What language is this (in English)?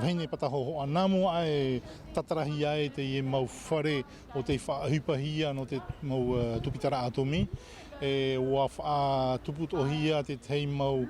Tahitian